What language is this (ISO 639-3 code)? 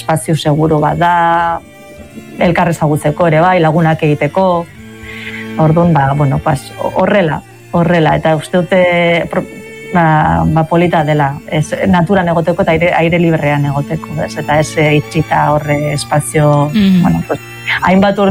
eus